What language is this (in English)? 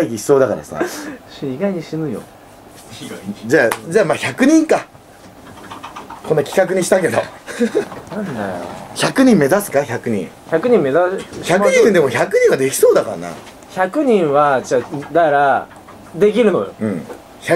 Japanese